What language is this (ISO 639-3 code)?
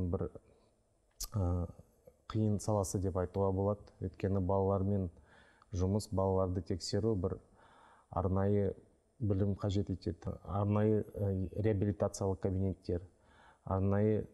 kaz